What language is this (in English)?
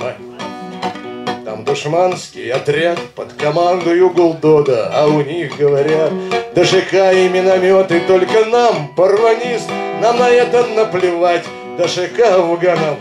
Russian